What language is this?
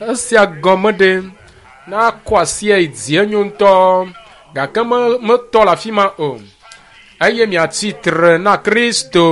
Ewe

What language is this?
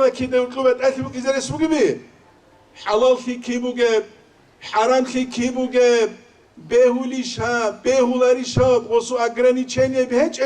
Avaric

